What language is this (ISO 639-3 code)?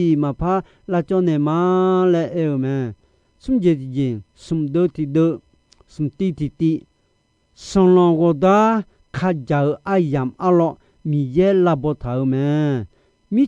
ahk